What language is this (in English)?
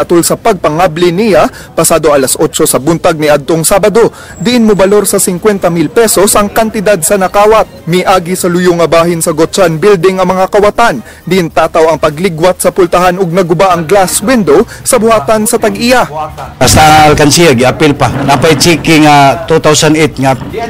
Cebuano